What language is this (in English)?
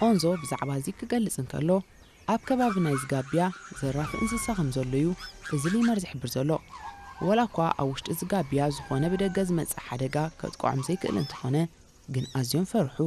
Tigrinya